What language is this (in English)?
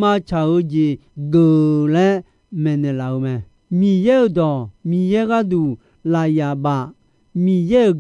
Akha